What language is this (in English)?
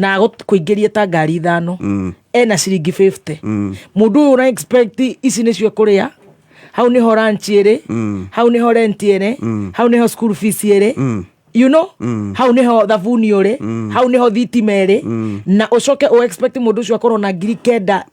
Kikuyu